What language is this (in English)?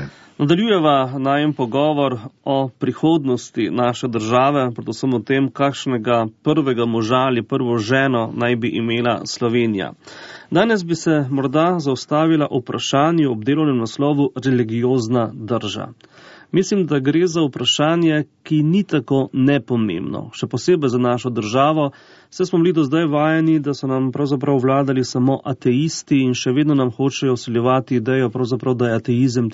Slovenian